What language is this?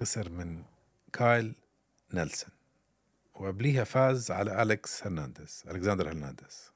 North Levantine Arabic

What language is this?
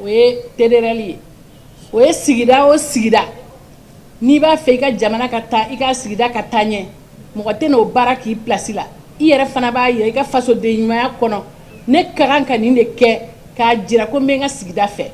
Bambara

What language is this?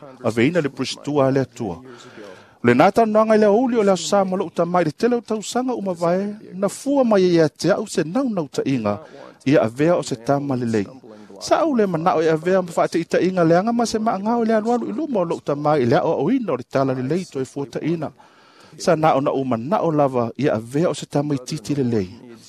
Samoan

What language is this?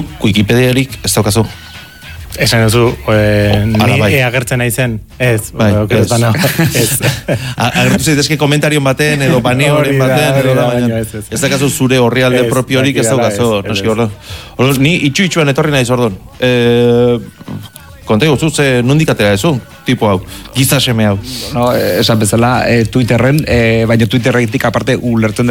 Basque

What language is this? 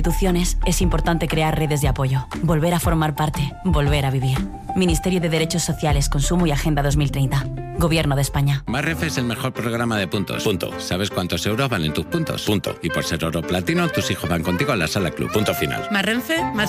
Spanish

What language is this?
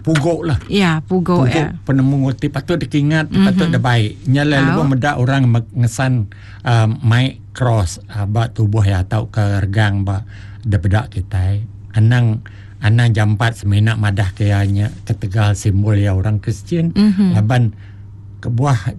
Iban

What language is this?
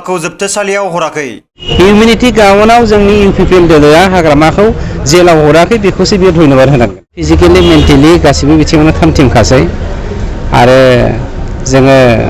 Bodo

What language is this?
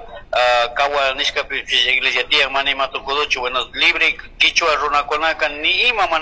Chimborazo Highland Quichua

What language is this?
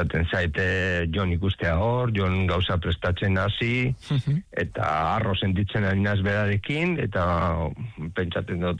Basque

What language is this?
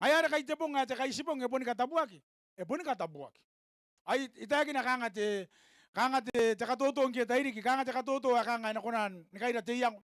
Gilbertese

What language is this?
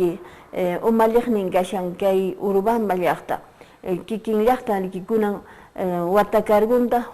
Quechua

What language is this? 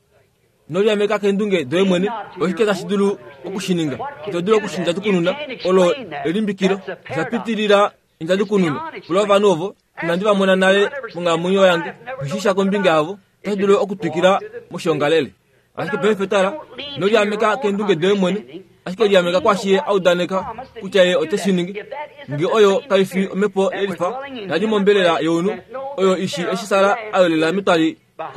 Kuanyama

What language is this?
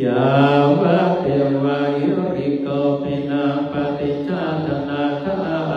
Pali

